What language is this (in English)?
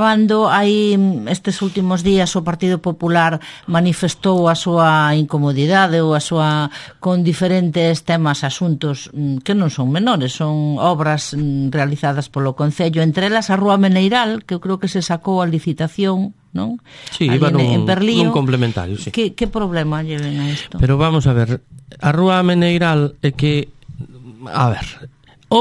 Galician